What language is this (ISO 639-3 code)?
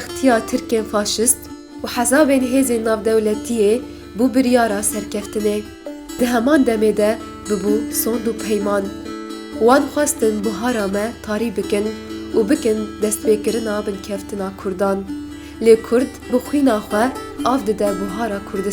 kur